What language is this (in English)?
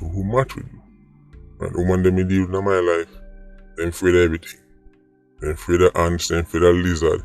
Jamaican Creole English